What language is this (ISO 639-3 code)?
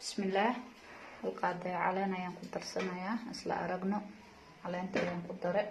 som